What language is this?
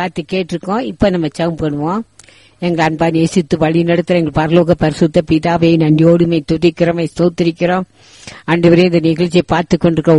Tamil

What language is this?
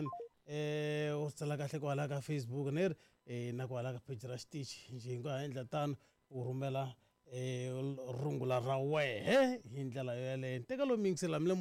Tsonga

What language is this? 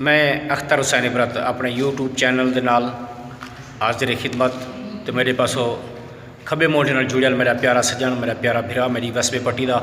Saraiki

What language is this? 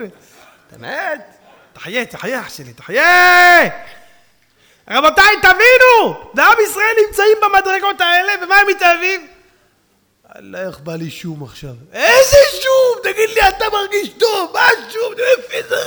Hebrew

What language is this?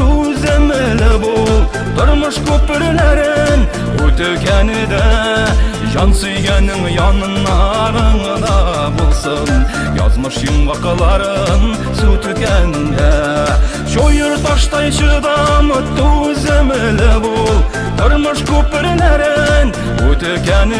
Bashkir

